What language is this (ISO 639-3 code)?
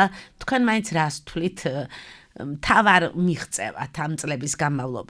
kat